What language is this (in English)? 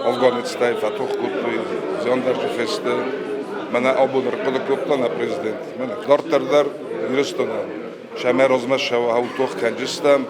Ossetic